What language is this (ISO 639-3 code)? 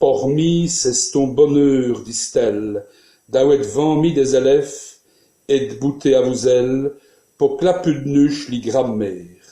wln